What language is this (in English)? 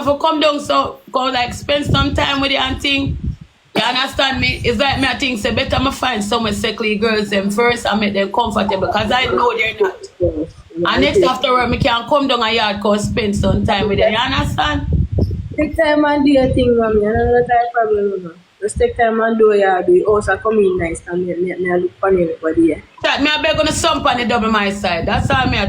Jamaican Creole English